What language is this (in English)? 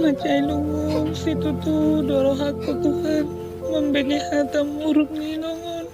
Batak Toba